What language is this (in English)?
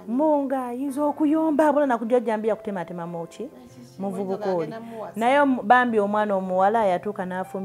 Ganda